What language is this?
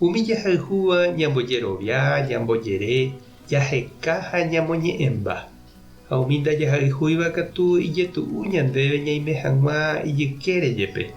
Guarani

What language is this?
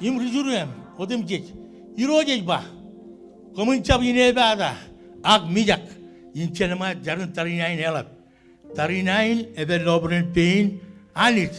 Marshallese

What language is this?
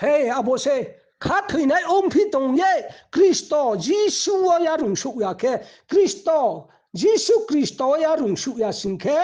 Riang (India)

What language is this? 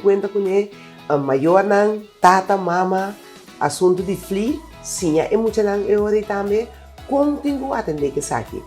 Papiamento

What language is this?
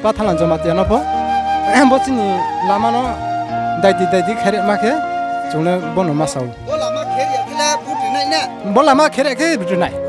Riang (India)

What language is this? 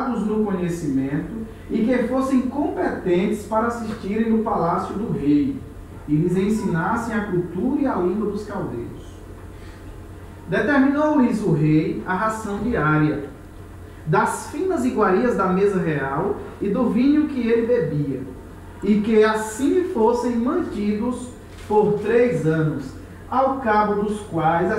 Portuguese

